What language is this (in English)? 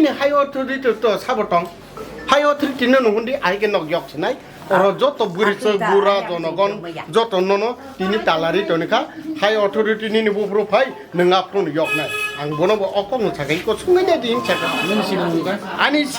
Kok Borok